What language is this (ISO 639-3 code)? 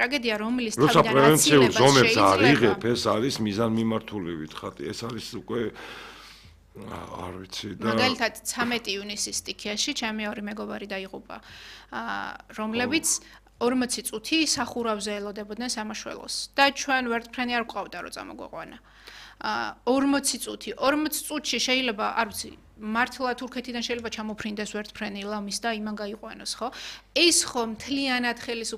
kat